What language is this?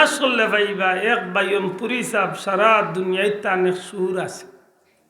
Sylheti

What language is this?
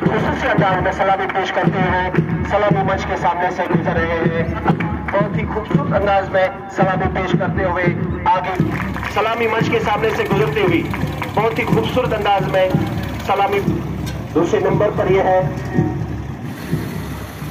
Hindi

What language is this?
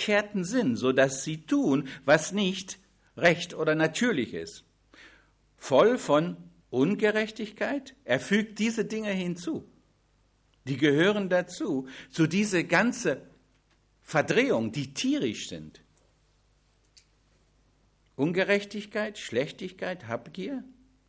German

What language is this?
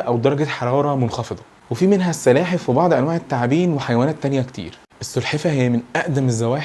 Egyptian Arabic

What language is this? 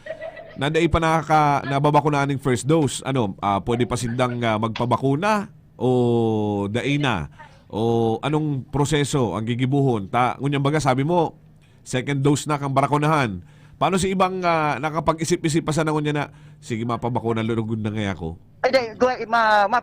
Bikol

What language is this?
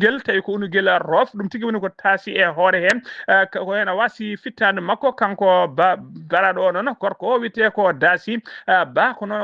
Fula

